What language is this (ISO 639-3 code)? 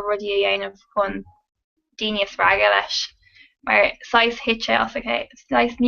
gle